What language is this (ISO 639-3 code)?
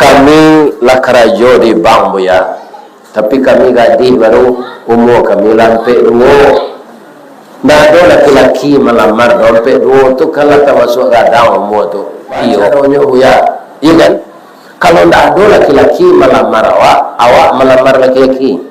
min